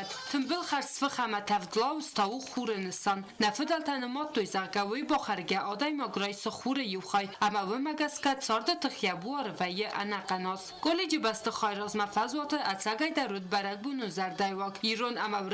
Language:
Ossetic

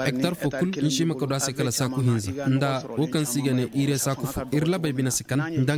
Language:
Koyraboro Senni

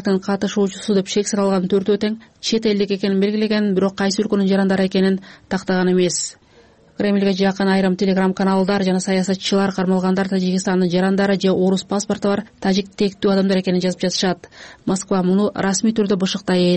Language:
Kyrgyz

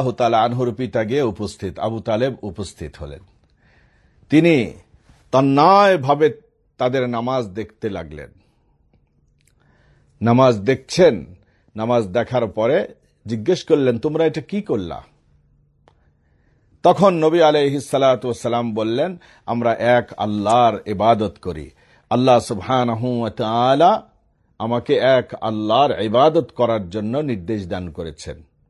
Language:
Bangla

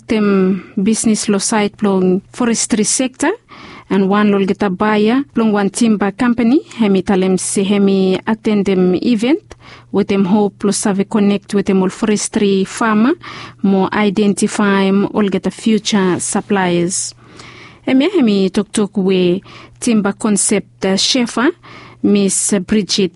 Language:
Bislama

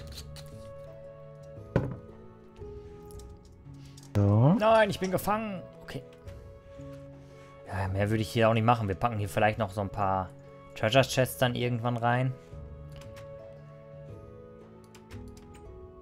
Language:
German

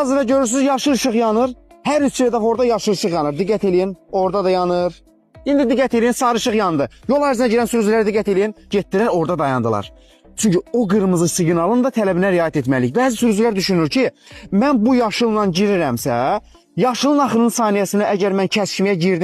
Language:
Azerbaijani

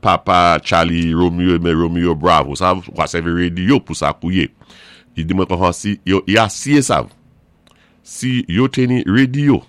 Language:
Saint Lucian Creole French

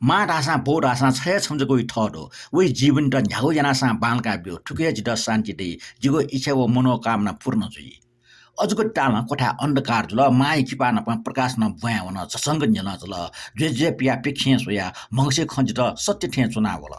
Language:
Newari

